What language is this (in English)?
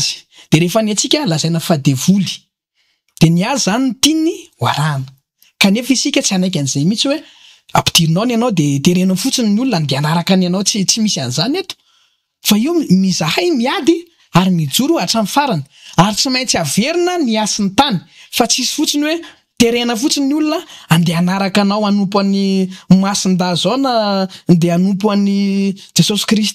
Malagasy